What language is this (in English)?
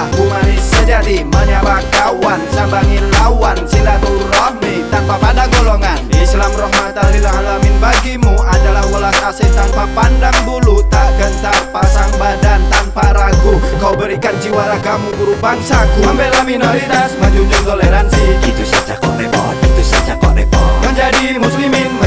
Indonesian